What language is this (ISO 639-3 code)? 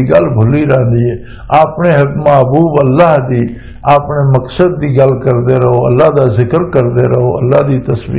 lah